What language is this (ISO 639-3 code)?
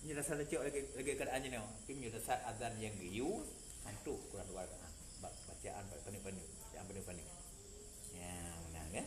ace